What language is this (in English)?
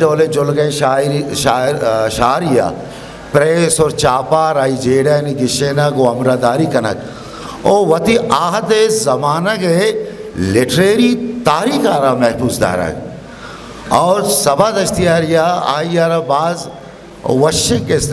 Eastern Balochi